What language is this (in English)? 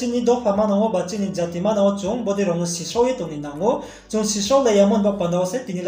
Riang (India)